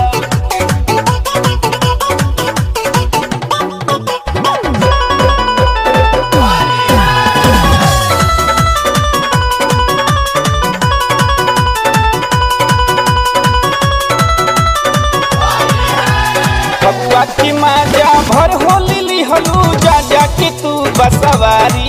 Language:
Bhojpuri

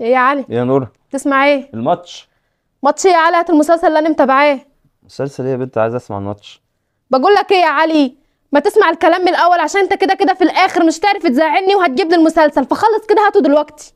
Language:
Egyptian Arabic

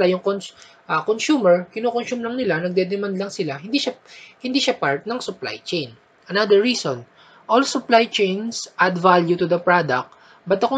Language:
Filipino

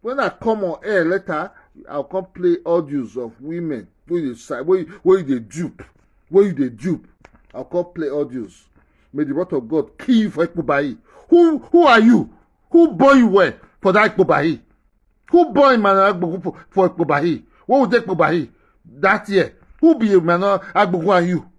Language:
Nigerian Pidgin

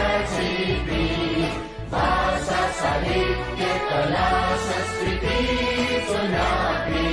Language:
Newari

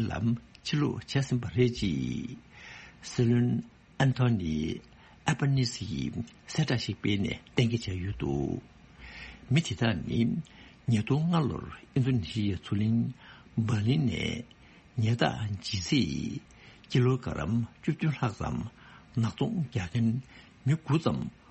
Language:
Tibetan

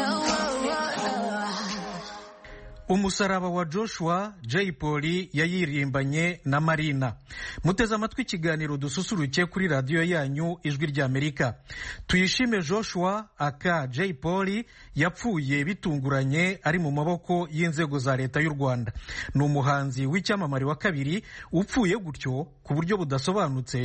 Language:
Kinyarwanda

